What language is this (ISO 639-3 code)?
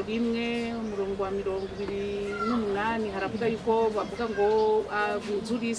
run